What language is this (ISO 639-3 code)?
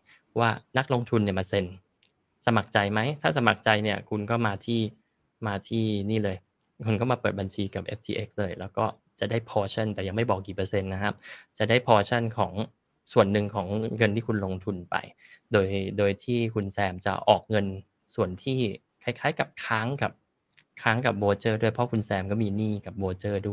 tha